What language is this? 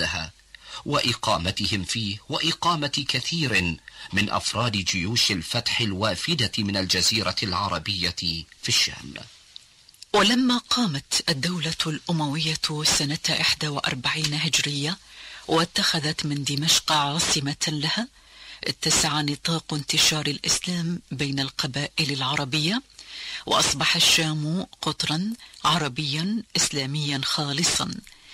Tunisian Arabic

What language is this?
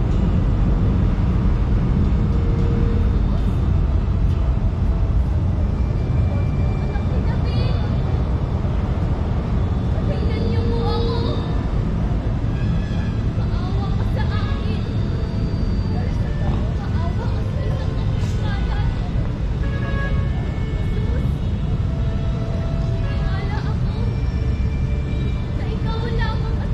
Filipino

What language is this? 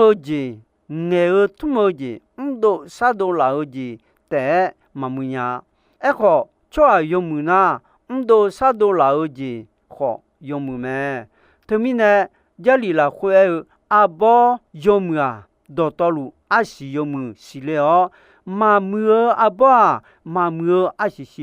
Akha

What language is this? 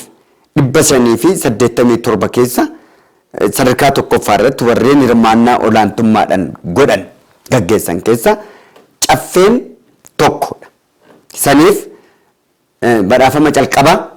Oromo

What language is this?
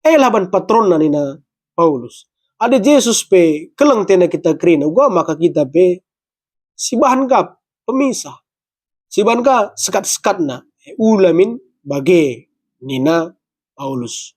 Batak Karo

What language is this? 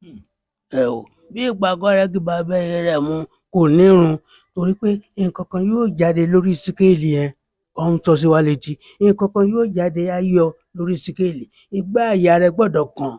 Yoruba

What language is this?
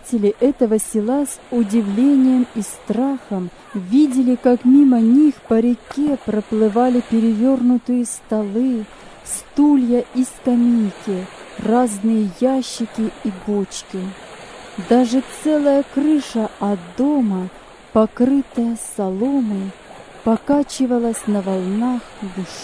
Russian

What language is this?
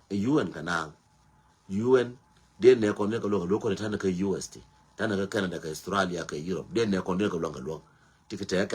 Nuer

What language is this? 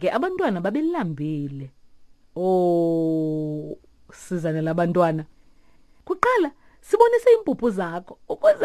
Xhosa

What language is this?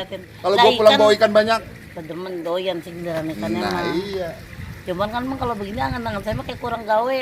Betawi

